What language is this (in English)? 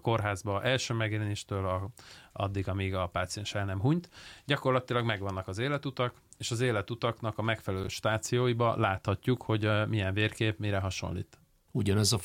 Hungarian